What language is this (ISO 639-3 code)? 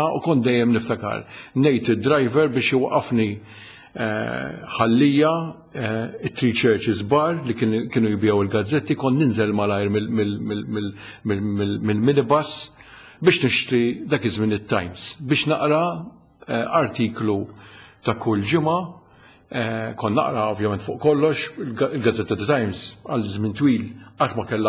mlt